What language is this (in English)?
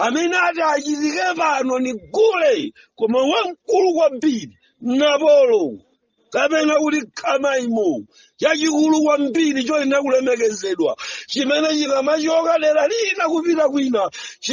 Nyanja